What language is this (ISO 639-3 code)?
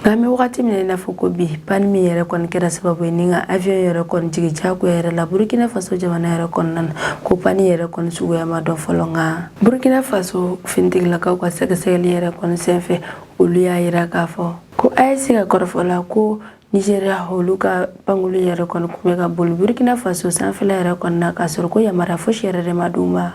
bam